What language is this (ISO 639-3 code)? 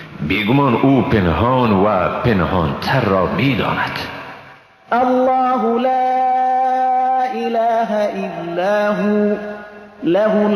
fas